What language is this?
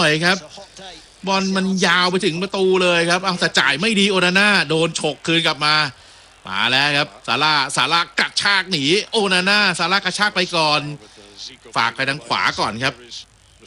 Thai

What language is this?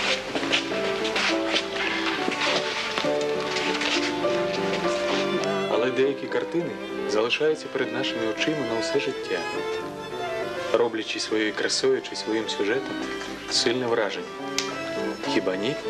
Ukrainian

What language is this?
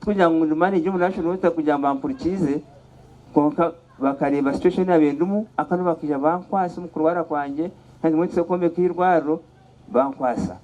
Nyankole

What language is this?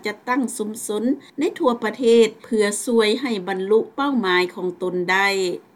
Lao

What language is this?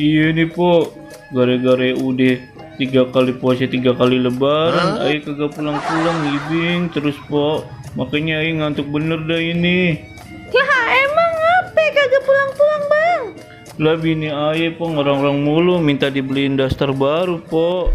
Betawi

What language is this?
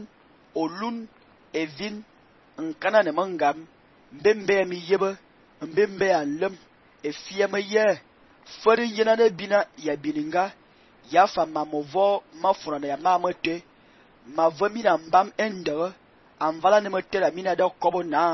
Fang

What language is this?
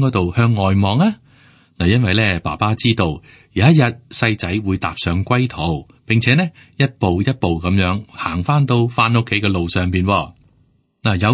Cantonese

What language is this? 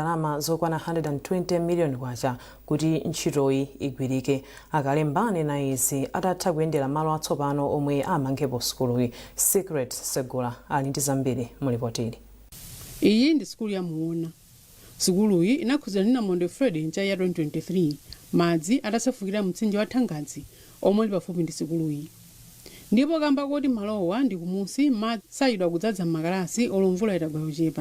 Nyanja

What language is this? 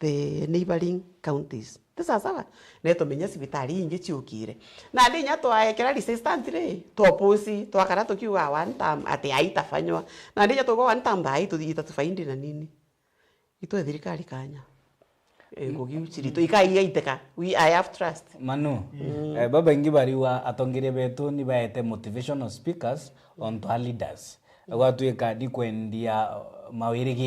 Meru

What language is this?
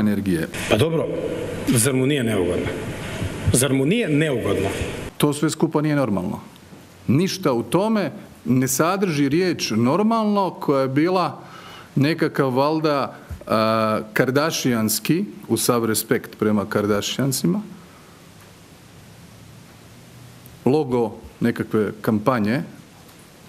Croatian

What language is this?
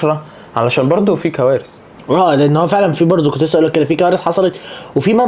Egyptian Arabic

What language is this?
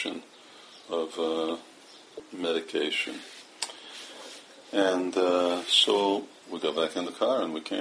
English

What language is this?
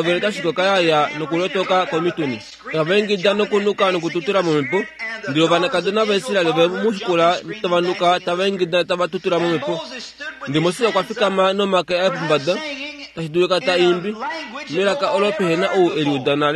Kuanyama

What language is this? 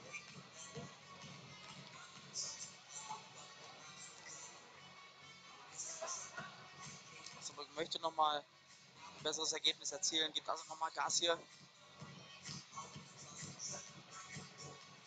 German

